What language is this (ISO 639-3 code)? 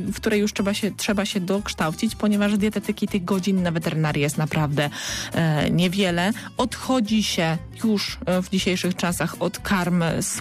pol